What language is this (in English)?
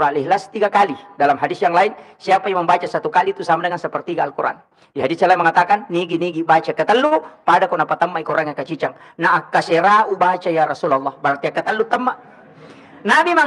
Buginese